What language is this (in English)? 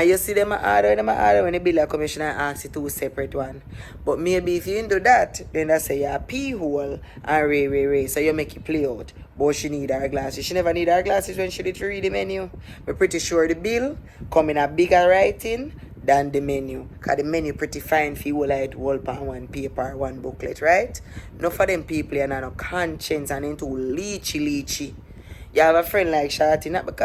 Jamaican Creole English